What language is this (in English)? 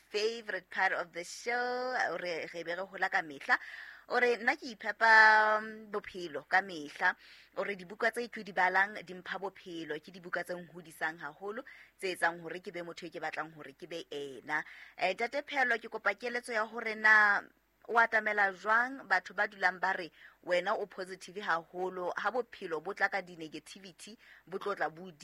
Southern Sotho